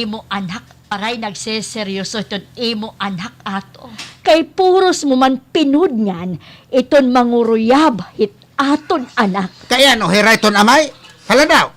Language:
Waray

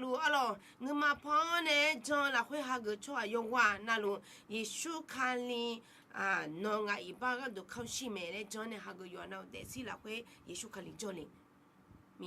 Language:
Akha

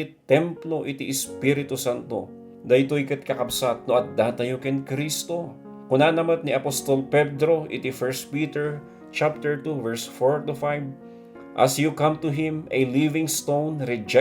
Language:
Iloko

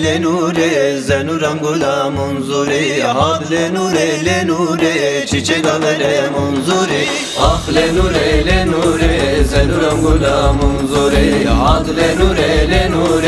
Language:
Zaza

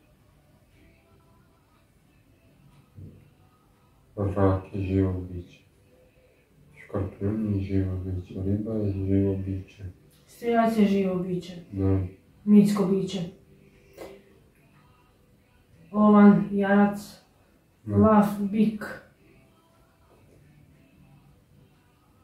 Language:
Croatian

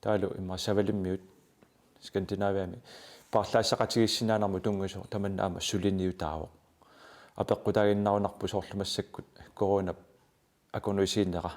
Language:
Kalaallisut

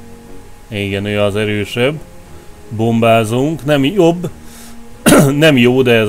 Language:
Hungarian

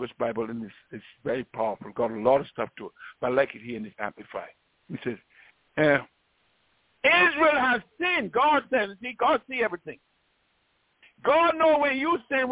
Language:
English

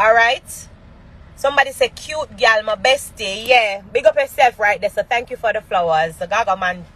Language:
Jamaican Creole English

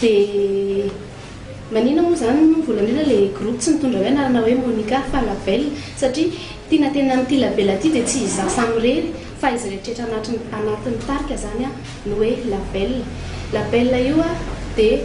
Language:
Malagasy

